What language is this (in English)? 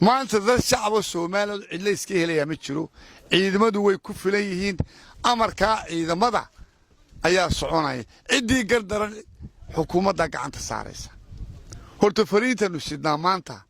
Somali